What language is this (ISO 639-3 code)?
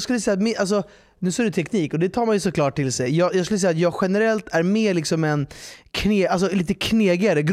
swe